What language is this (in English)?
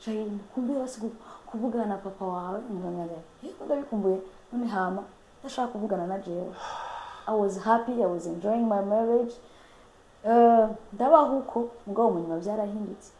Rundi